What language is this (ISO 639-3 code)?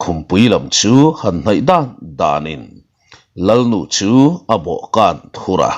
lus